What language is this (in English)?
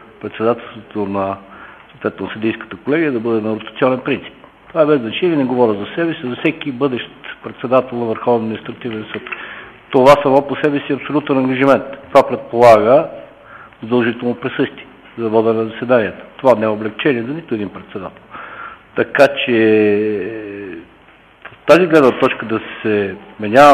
Bulgarian